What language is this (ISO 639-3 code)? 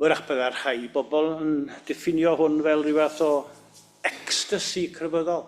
cym